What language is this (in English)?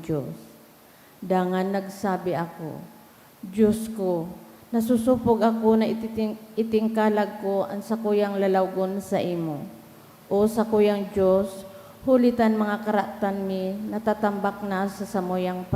Bikol